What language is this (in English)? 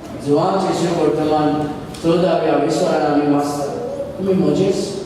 Konkani